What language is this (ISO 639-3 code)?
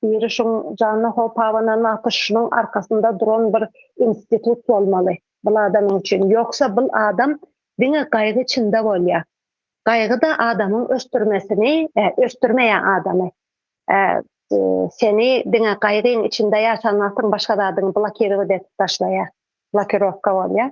tuk